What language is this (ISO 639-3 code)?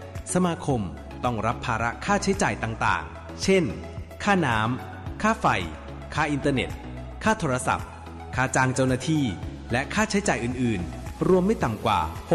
tha